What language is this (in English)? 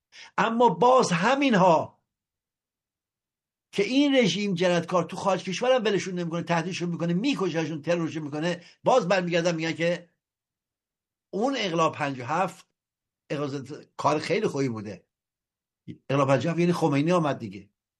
Persian